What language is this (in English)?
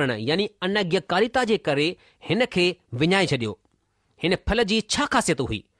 Sindhi